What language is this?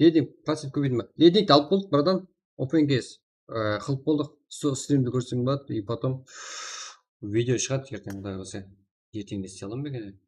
Kara-Kalpak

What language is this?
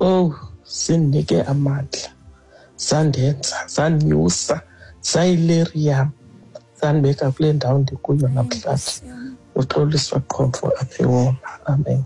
Xhosa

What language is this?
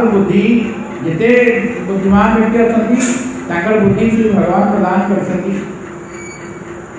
Odia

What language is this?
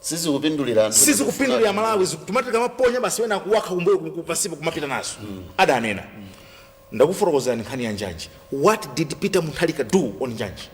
Nyanja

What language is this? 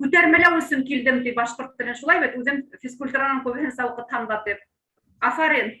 Bashkir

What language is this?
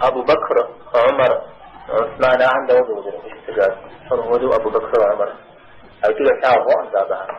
Kabardian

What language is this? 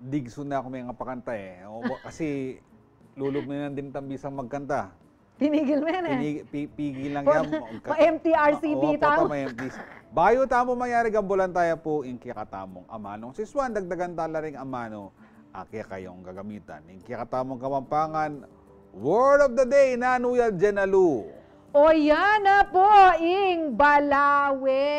Pampanga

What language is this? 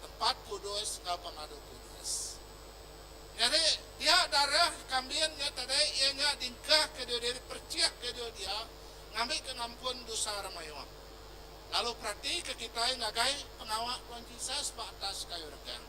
Iban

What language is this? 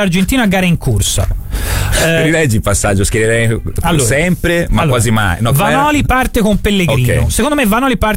Italian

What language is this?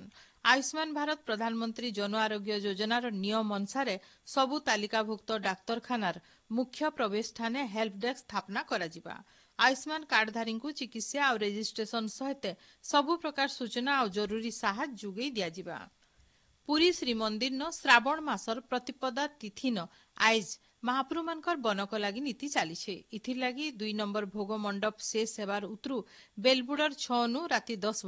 Odia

